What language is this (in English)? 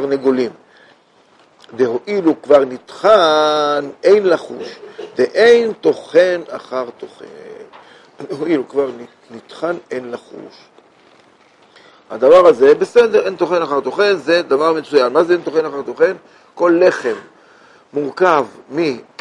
Hebrew